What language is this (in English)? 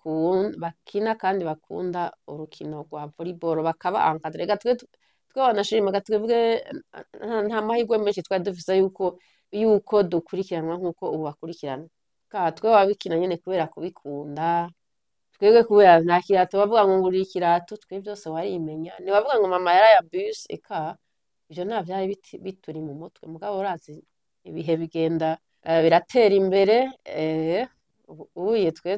Rundi